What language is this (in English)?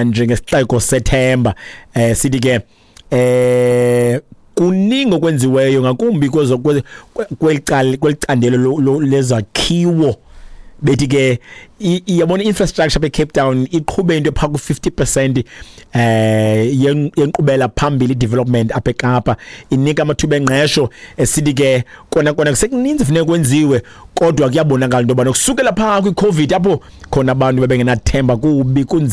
Xhosa